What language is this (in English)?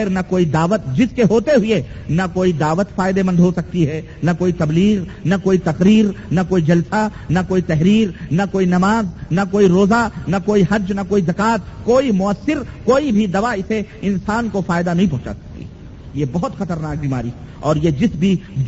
Urdu